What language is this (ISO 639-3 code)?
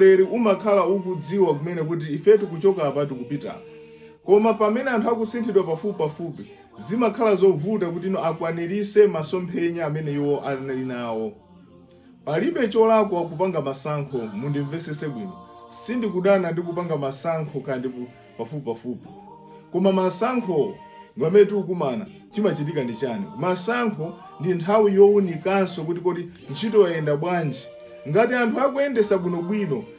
nya